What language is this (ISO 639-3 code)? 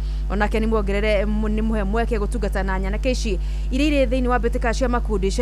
kik